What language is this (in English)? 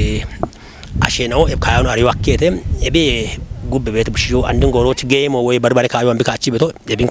Kafa